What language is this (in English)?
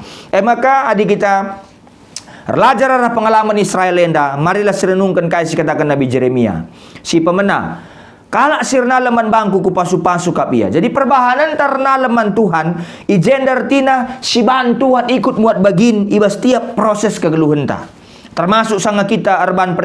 Batak Karo